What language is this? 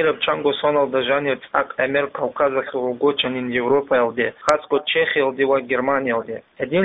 Avaric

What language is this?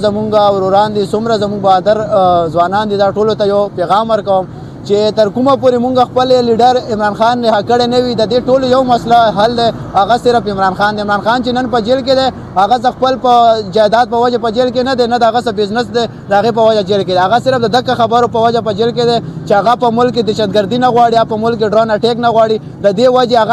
Pashto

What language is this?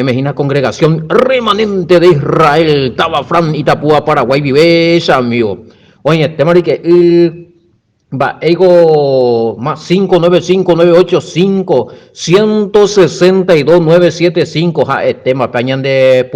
Guarani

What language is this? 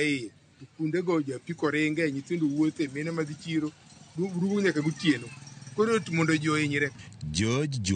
Luo (Kenya and Tanzania)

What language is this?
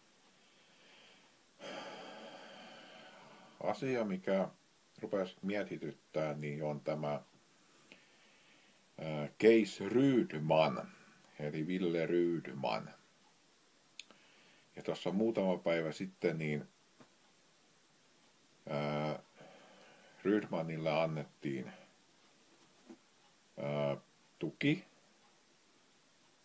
Finnish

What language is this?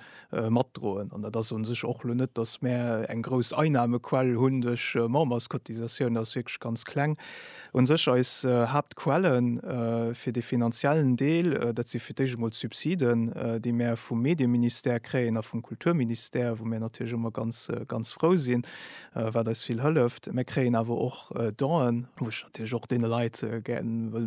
Luxembourgish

